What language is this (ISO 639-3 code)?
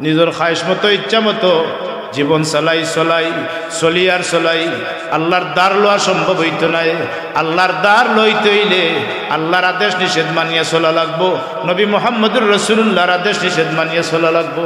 syl